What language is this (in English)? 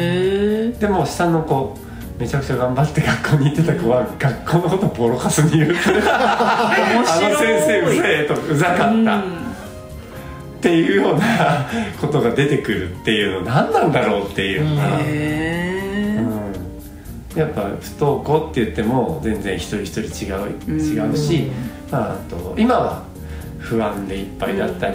Japanese